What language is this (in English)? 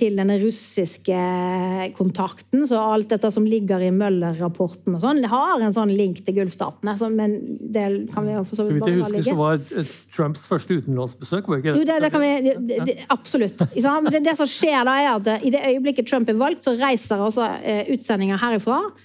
Norwegian